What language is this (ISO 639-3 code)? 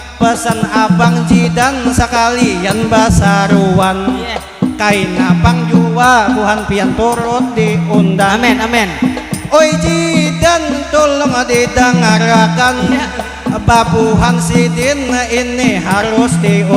bjn